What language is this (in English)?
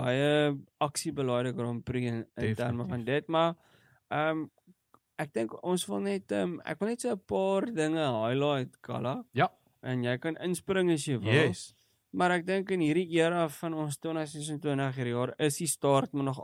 Afrikaans